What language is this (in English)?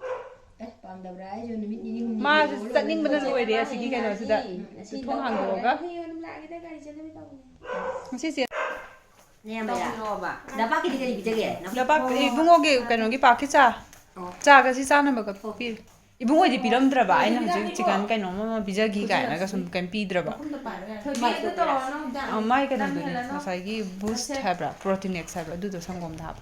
Manipuri